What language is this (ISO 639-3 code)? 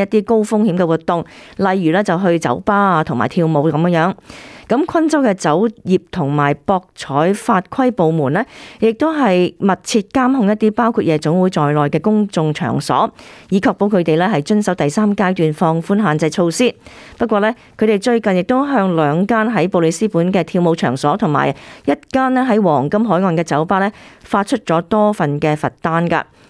yue